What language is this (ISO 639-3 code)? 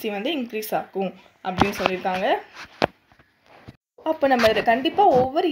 tam